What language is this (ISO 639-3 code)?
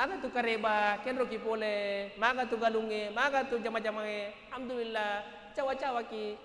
bug